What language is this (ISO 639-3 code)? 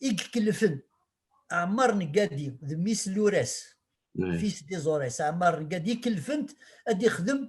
kab